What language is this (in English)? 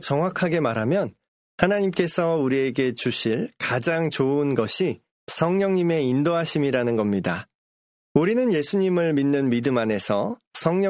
Korean